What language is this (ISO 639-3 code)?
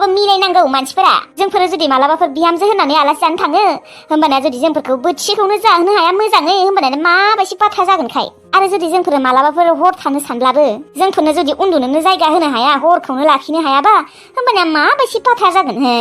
brx